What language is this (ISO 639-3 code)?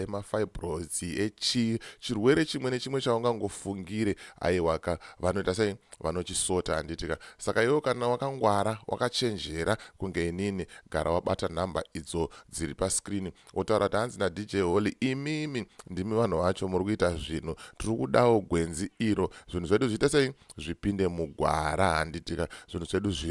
sna